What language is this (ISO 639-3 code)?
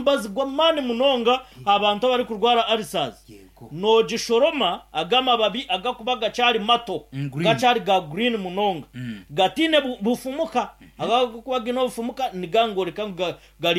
nyn